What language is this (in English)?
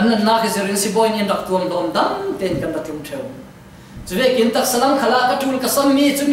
Falam Chin